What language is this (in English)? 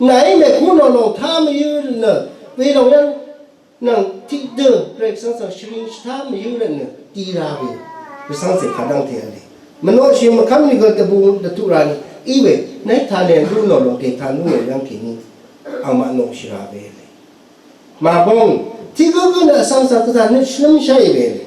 Rawang